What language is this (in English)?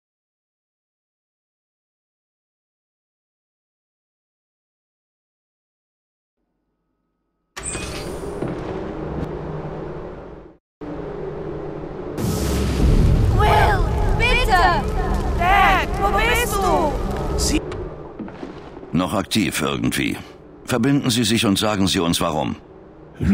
German